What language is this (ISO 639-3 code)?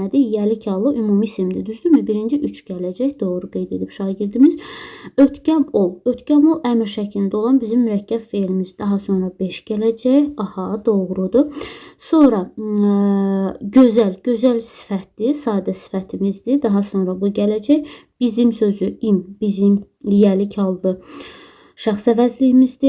aze